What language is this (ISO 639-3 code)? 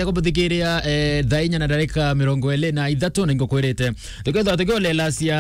mer